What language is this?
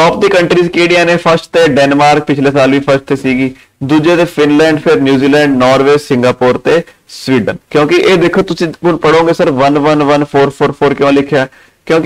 Punjabi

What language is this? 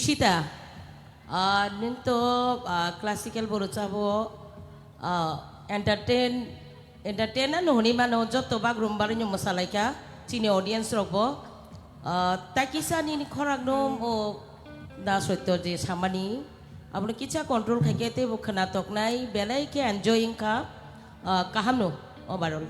Kok Borok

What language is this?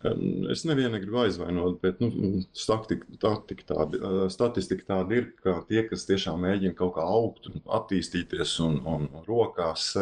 Latvian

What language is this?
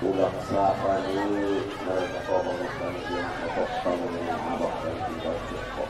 Batak Angkola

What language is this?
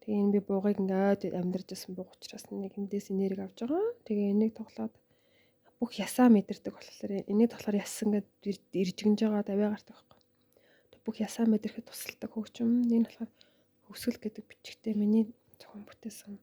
Mongolian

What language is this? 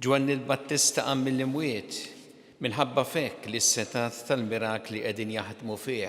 Maltese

